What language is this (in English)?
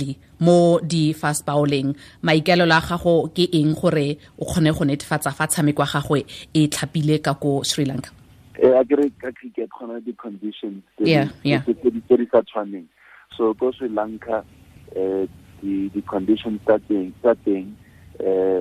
Tswana